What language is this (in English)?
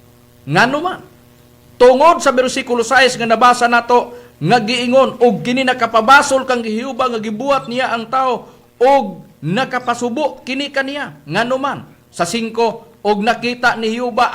Cebuano